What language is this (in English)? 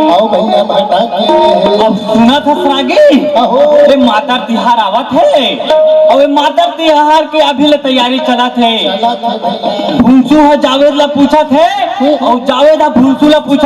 Chhattisgarhi